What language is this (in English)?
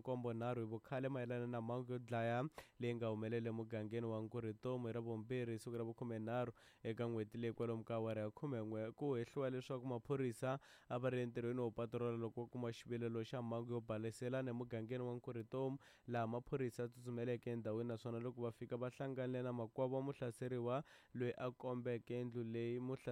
Tsonga